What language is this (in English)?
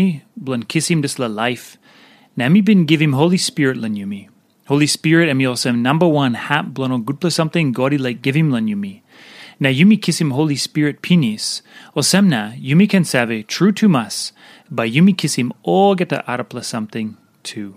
Tok Pisin